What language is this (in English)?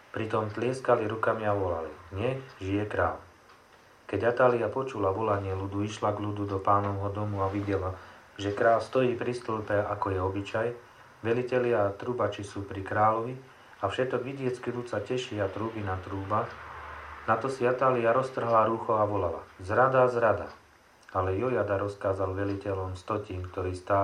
Slovak